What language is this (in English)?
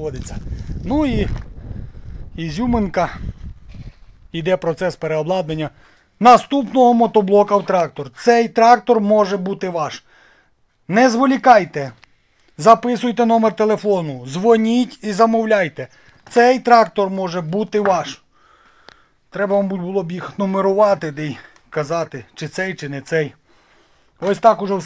Ukrainian